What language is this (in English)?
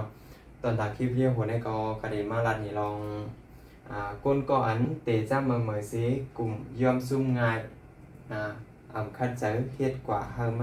Shan